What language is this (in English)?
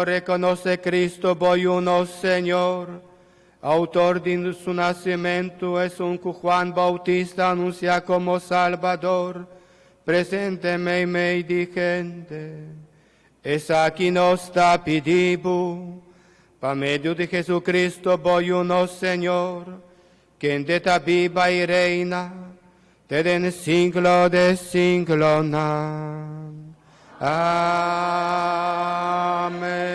Papiamento